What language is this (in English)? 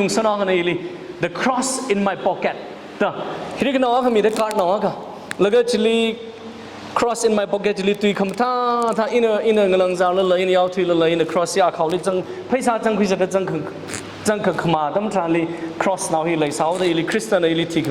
Tangkhul Naga (India)